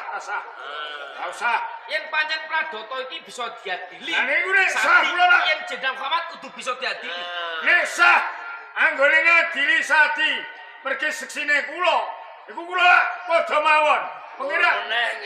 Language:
Javanese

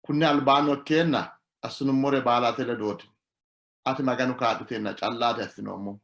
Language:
Sidamo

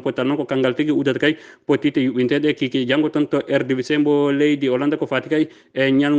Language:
Fula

